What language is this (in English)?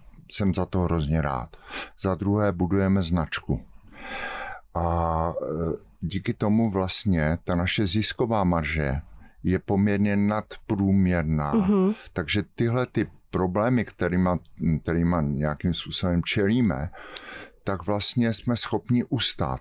Czech